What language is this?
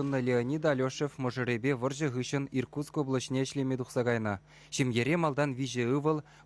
Chuvash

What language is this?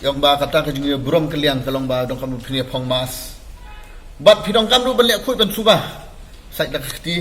Khasi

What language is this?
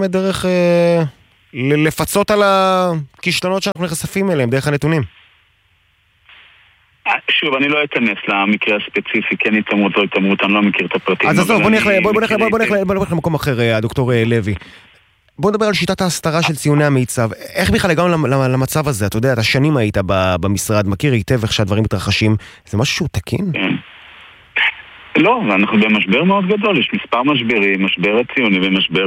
Hebrew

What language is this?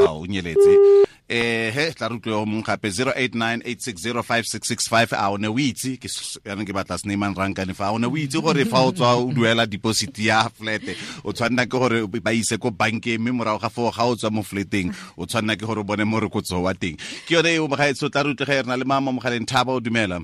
Tswana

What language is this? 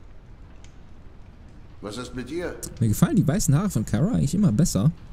German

